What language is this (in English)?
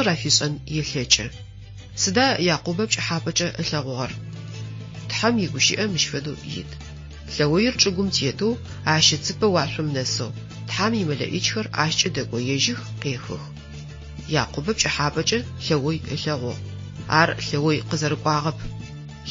Adyghe